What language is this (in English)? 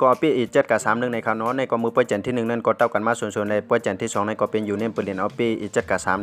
Shan